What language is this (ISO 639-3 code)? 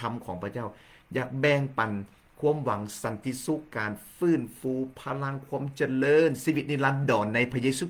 lao